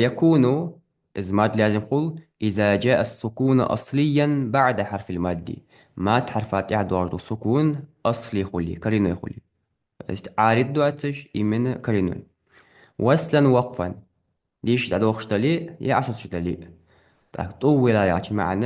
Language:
Ingush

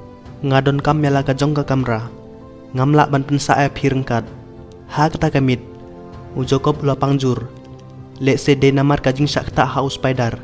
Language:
Khasi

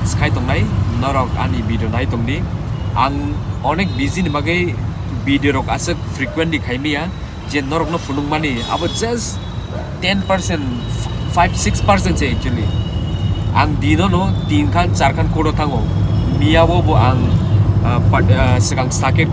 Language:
Kok Borok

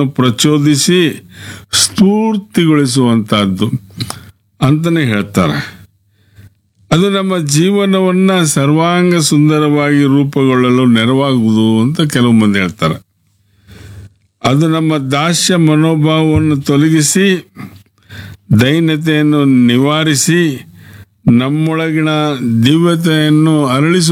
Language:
Kannada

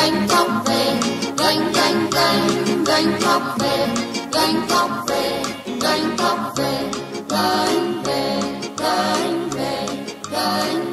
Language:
Vietnamese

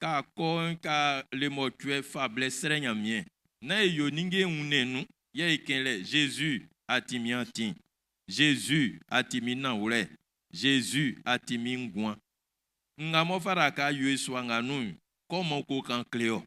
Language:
Baoulé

